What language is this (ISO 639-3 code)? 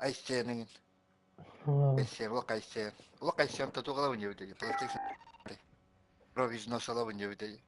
sah